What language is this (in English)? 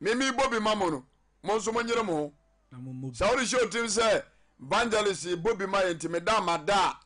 Akan